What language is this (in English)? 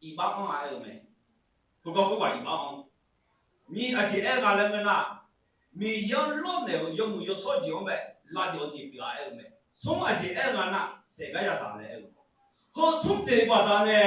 Akha